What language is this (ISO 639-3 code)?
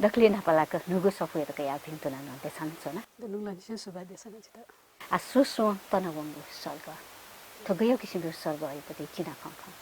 new